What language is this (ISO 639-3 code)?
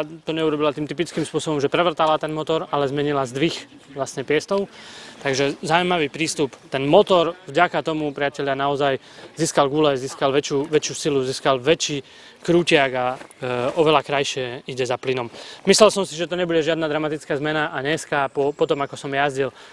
slk